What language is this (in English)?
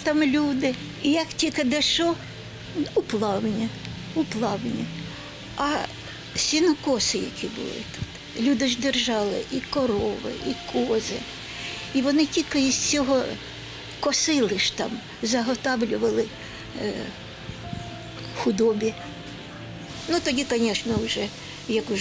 Ukrainian